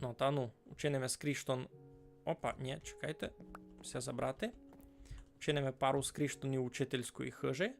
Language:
Rusyn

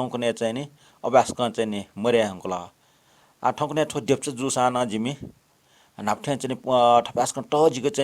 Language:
Newari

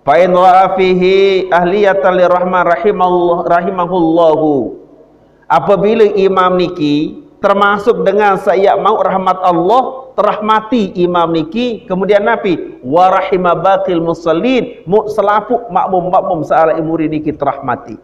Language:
Sasak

